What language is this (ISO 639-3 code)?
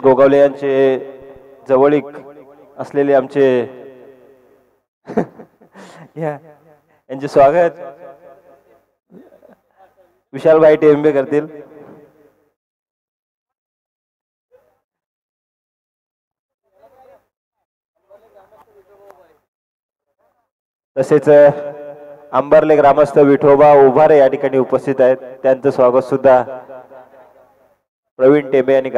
mar